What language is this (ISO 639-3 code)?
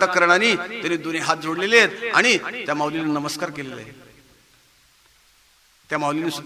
mar